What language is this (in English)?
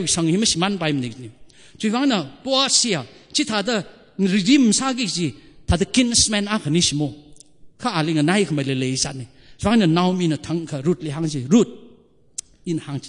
Tangkhul Naga (India)